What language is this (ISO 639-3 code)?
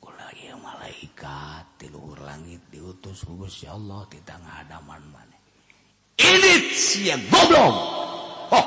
sun